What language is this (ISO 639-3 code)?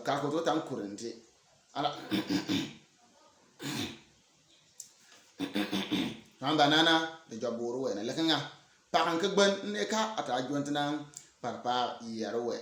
bim